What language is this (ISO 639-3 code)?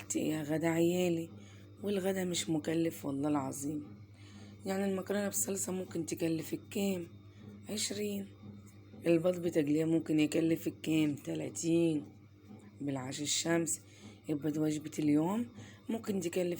arz